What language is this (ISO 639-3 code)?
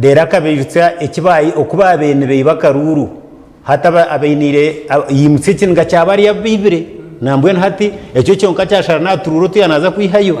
nyn